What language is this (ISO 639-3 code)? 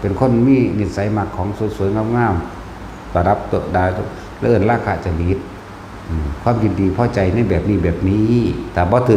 tts